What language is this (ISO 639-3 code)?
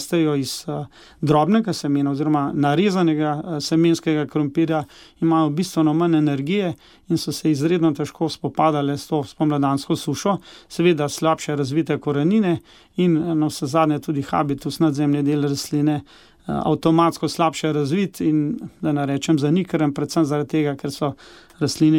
slv